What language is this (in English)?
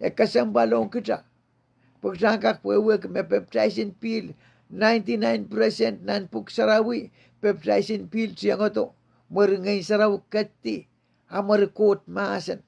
Pohnpeian